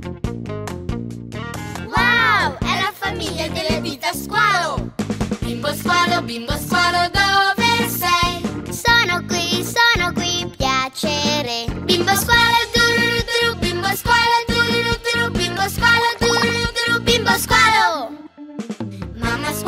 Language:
Italian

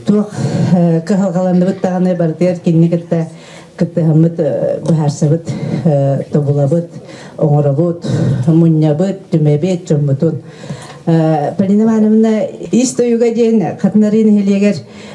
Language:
Yakut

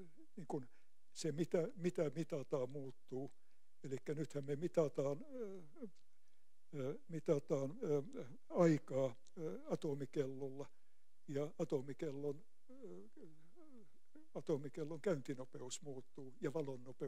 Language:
Finnish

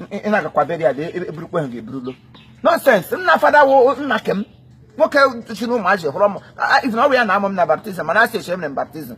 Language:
Igbo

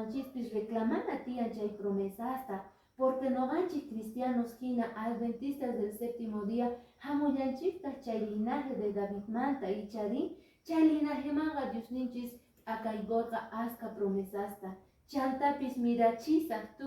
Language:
Quechua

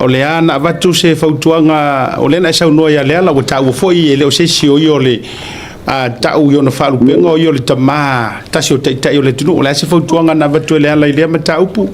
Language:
Samoan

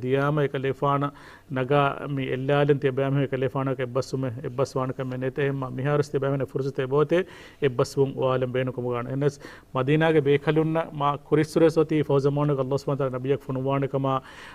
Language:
Divehi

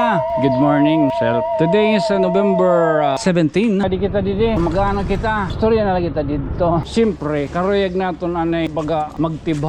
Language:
Waray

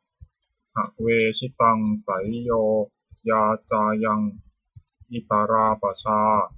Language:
Pali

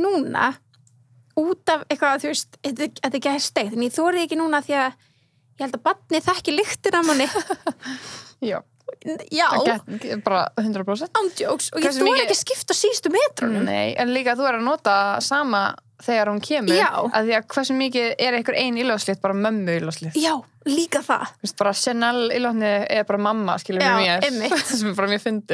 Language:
Icelandic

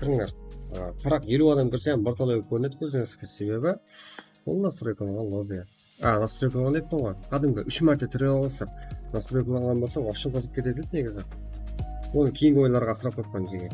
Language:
Kara-Kalpak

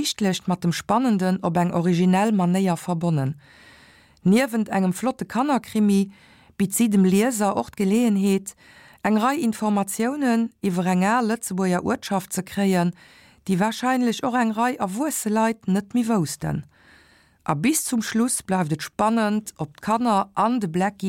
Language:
Luxembourgish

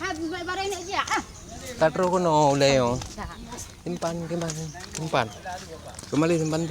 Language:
Achinese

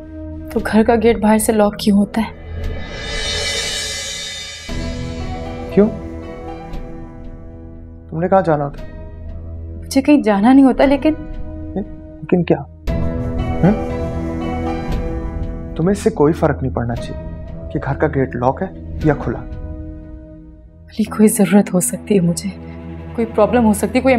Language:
Hindi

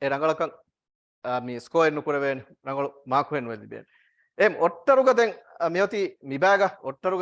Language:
Divehi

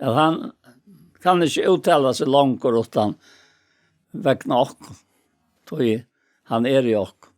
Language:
Faroese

